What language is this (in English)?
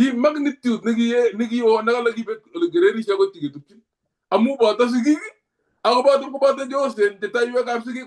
Kalenjin